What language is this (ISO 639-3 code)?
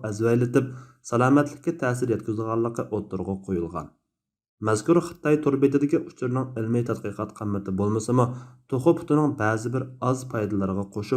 uig